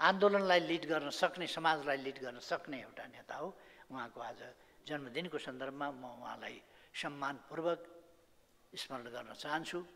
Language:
Nepali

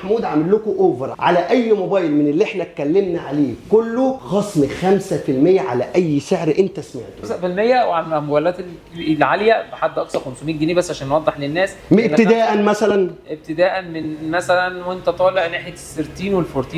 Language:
Egyptian Arabic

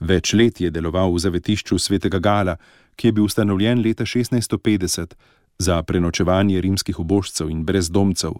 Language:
Slovenian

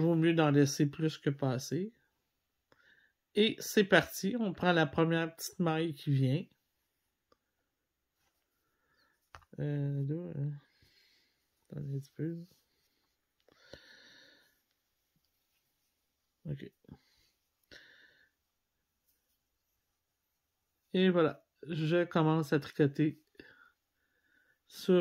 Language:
French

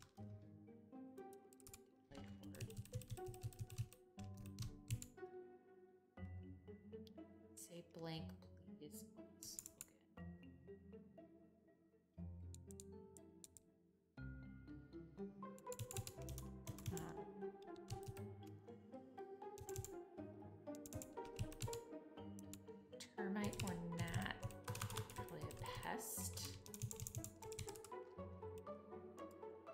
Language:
English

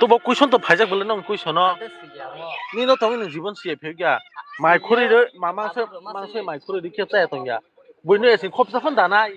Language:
Kok Borok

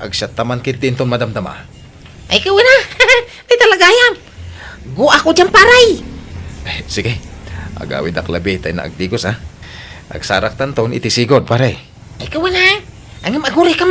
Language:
Iloko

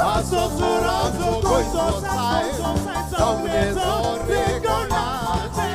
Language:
Konkani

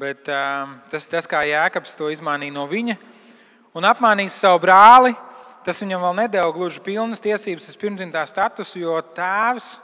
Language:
Latvian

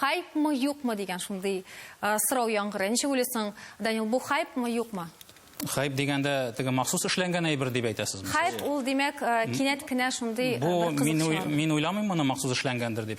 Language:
Tatar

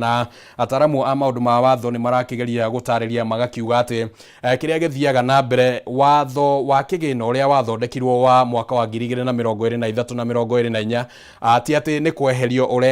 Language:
Kikuyu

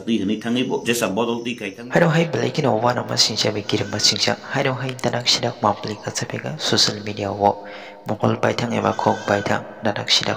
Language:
Kok Borok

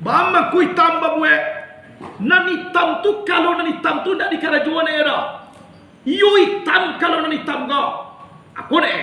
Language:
Minangkabau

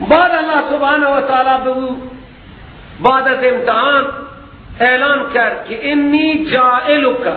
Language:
Persian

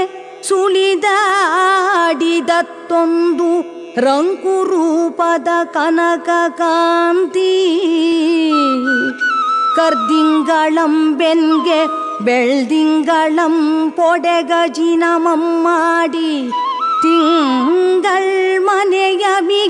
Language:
Kannada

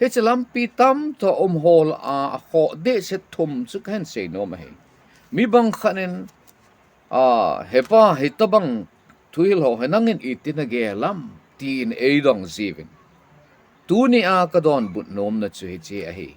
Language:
Thado Chin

